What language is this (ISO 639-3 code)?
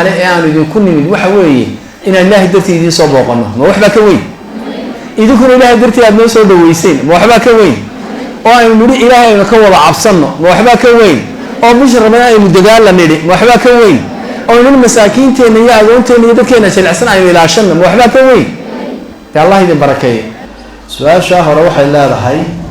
som